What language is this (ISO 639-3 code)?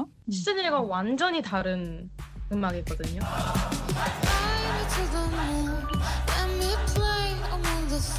kor